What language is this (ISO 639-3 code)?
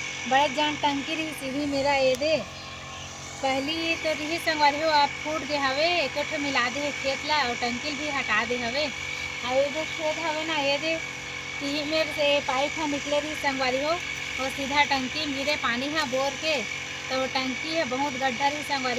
hne